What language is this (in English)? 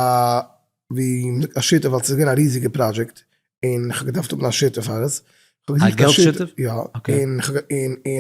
Yiddish